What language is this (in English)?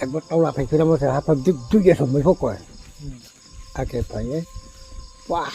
Riang (India)